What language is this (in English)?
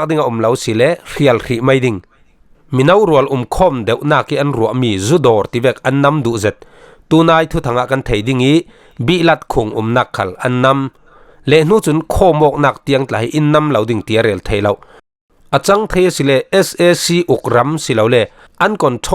Falam Chin